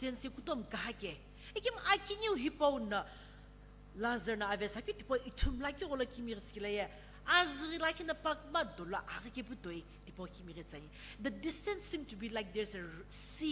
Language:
Sumi Naga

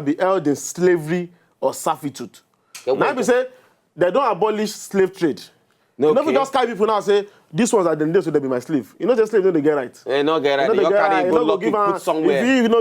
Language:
Nigerian Pidgin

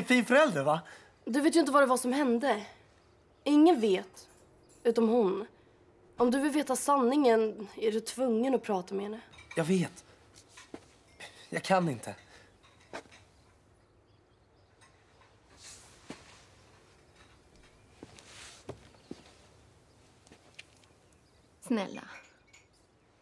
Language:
Swedish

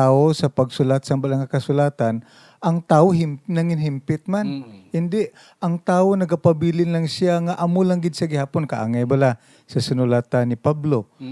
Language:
Hiligaynon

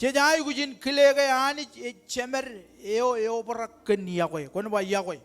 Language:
Marshallese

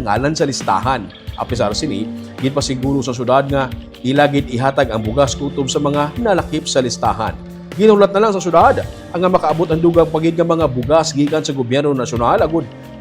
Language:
Hiligaynon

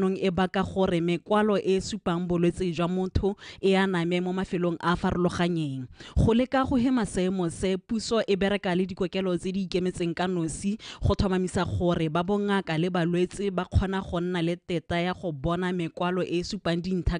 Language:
Tswana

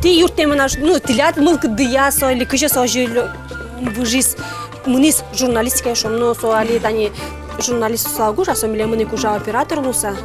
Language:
Udmurt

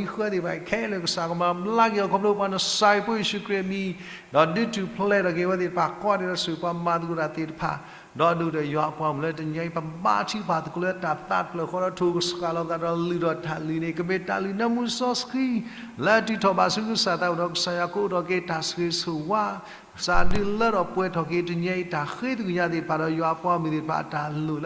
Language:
S'gaw Karen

